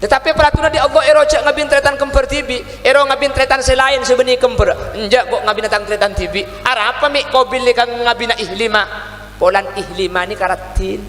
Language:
Madurese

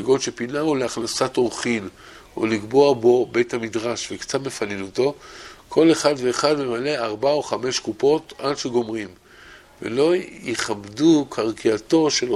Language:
Hebrew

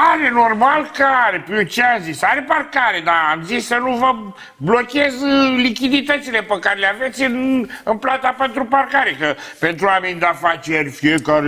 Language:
Romanian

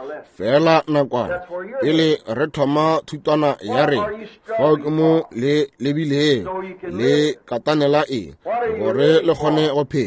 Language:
Northern Sotho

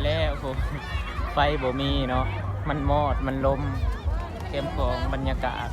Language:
Lao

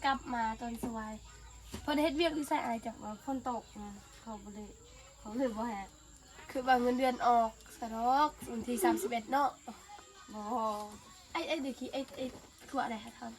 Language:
Northeastern Thai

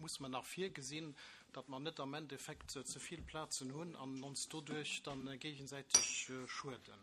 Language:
Luxembourgish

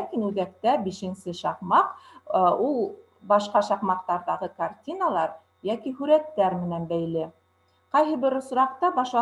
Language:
Bashkir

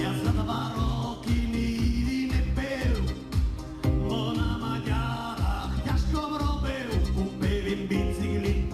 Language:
Rusyn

